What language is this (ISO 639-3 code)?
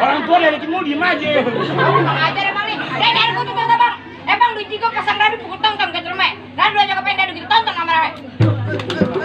bew